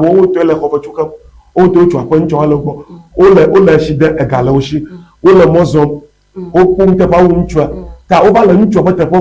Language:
Ewe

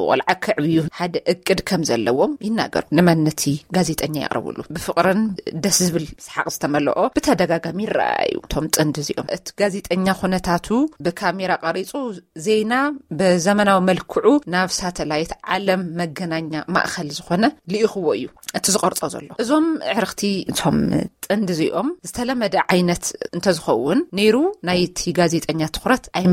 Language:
Tigrinya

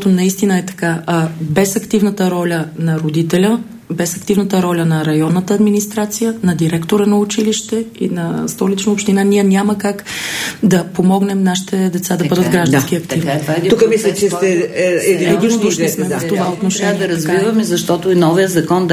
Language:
Bulgarian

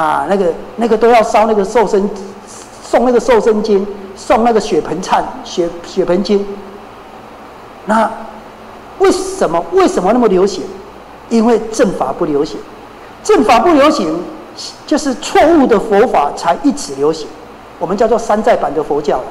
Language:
Chinese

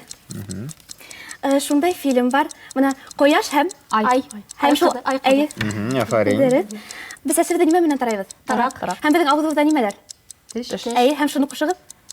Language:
Bashkir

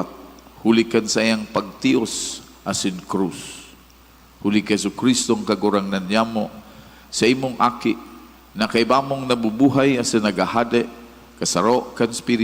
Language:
Bikol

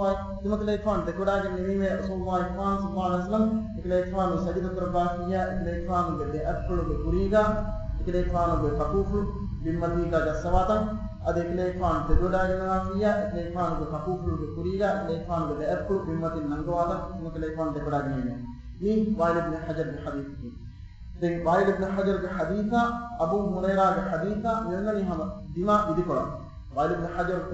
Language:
Divehi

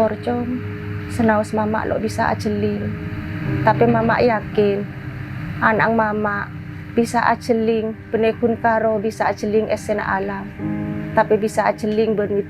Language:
Madurese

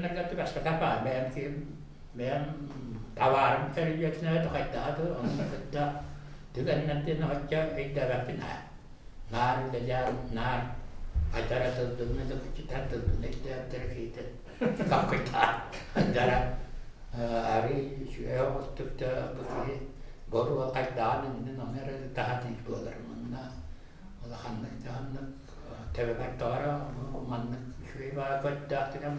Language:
Yakut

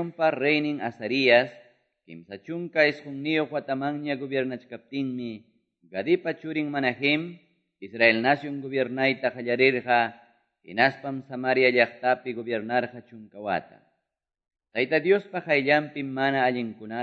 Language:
Ayacucho Quechua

